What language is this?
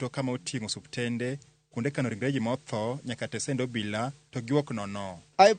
Luo (Kenya and Tanzania)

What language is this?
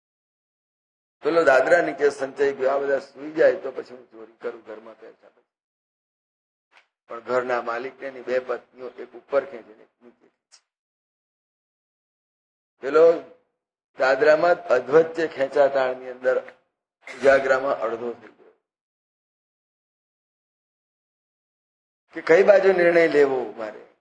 Gujarati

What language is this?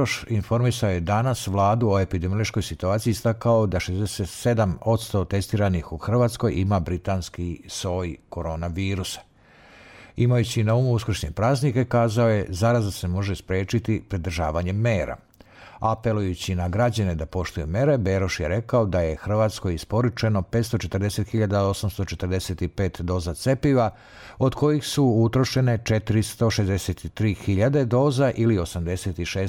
Serbian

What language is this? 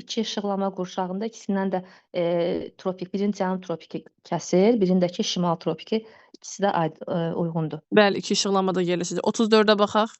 Azerbaijani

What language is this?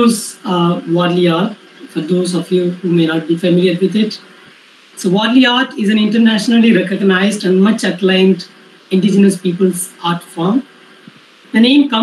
English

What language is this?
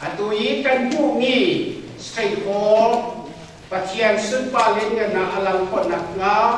Hakha Chin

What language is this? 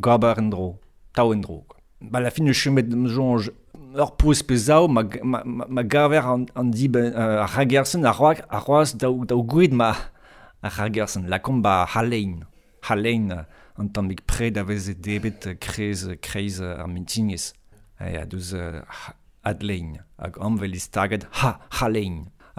Breton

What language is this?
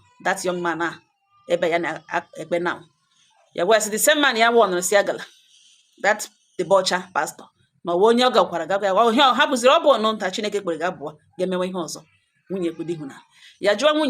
Igbo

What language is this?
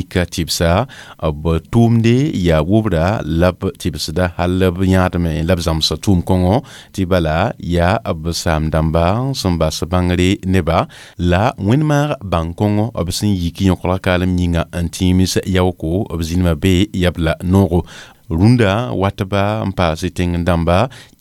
Mossi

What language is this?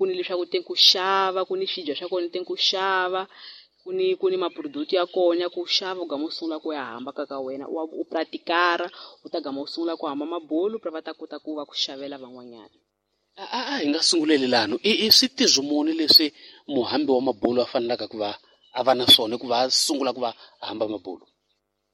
Tsonga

